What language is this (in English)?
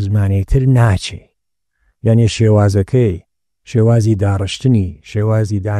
Central Kurdish